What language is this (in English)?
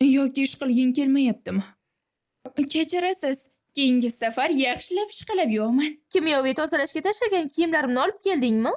Uzbek